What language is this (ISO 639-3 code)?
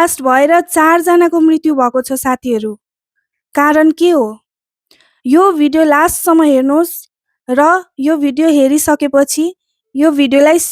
nep